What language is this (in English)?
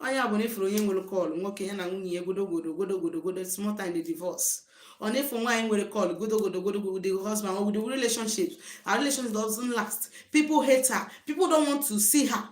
Igbo